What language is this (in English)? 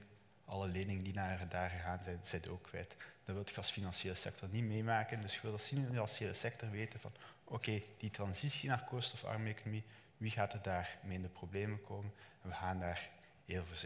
Dutch